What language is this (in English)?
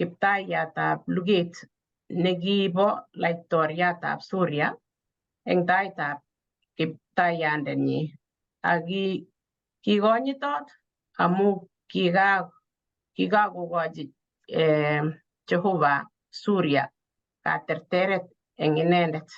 Kalenjin